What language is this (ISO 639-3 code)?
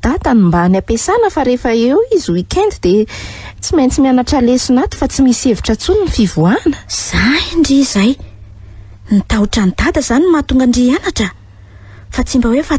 mlg